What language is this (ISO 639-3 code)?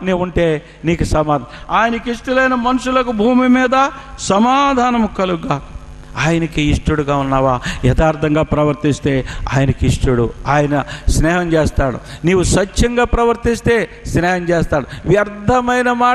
tel